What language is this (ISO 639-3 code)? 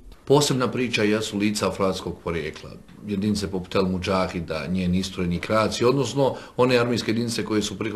bos